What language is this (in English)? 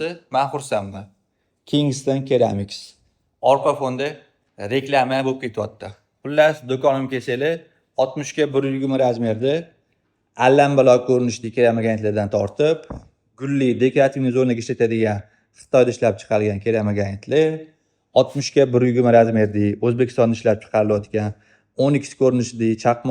Uzbek